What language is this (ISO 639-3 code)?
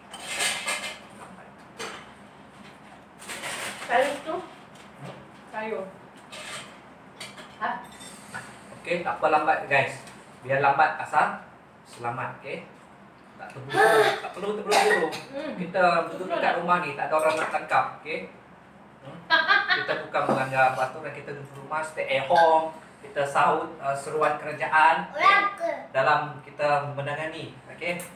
msa